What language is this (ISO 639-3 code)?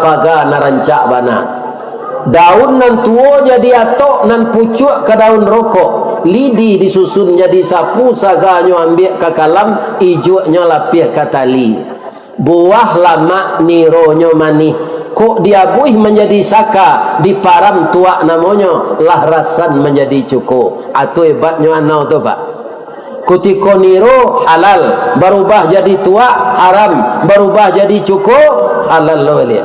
min